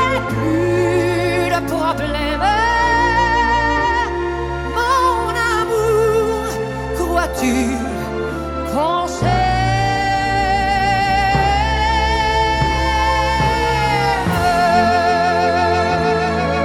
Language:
French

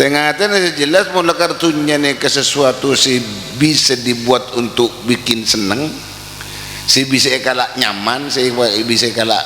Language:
Madurese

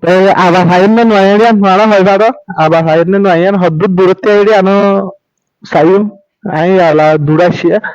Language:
Rohingya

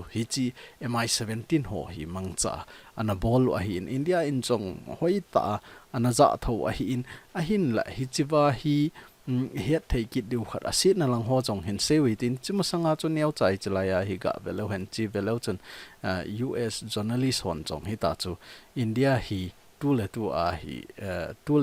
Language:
Thado Chin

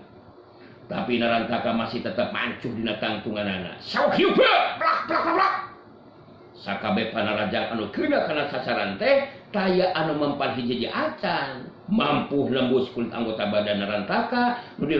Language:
Sundanese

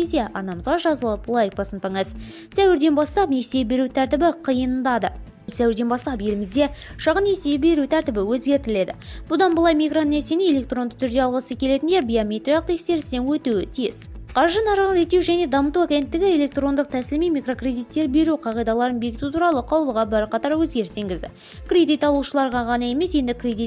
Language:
Kazakh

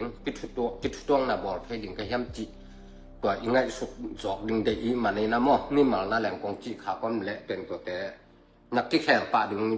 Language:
Tedim Chin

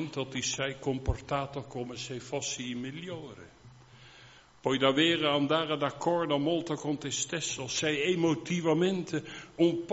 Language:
Italian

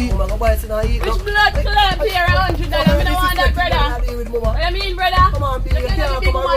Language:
Jamaican Creole English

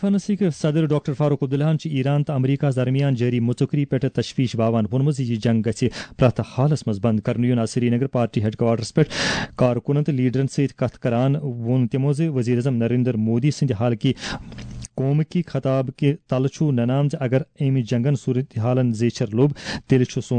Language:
Kashmiri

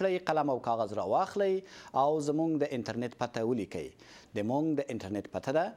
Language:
Pashto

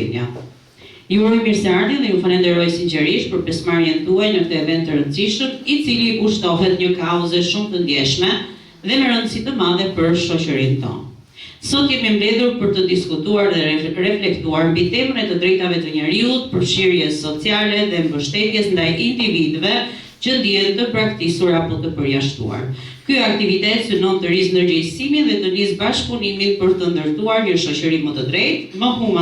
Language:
Albanian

